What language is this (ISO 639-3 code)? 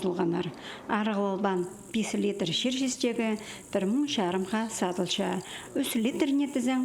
kjh